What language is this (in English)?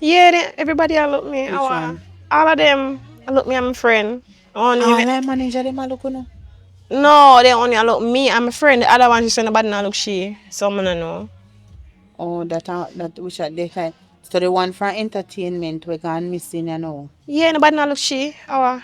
Jamaican Creole English